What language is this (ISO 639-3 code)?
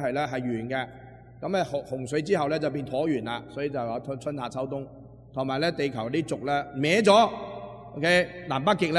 yue